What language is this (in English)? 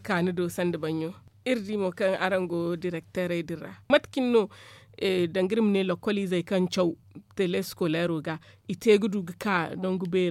Zarma